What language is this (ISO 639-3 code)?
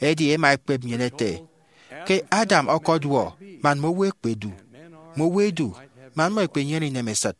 efi